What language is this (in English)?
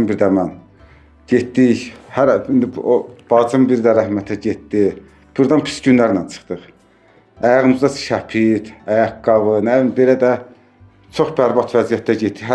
Azerbaijani